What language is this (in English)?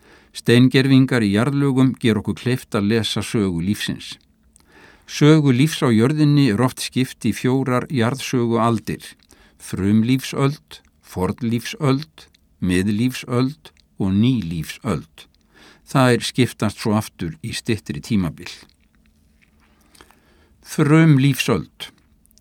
Icelandic